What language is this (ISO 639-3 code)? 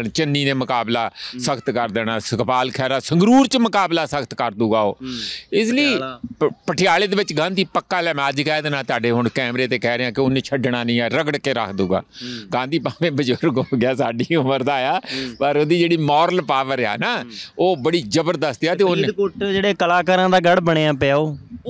pan